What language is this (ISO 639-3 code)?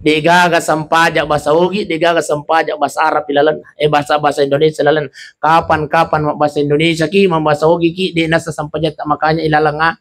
bug